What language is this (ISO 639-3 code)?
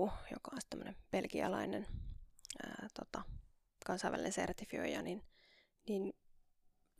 fin